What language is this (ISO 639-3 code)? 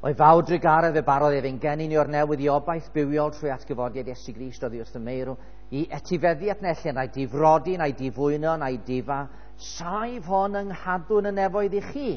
cym